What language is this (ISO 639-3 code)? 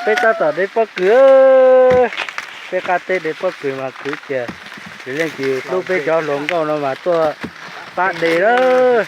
hmn